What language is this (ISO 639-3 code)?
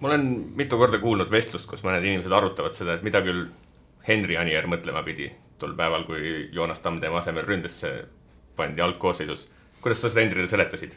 est